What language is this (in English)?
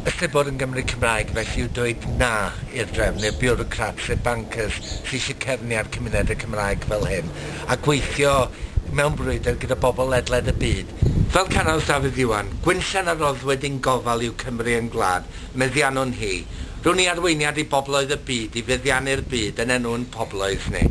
Welsh